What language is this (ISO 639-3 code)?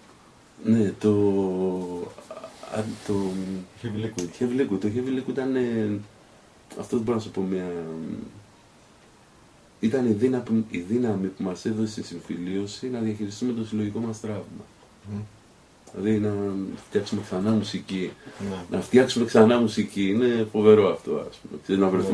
ell